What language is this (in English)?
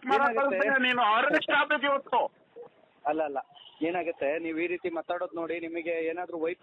Kannada